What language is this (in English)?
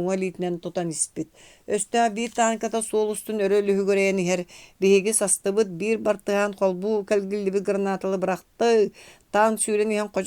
Yakut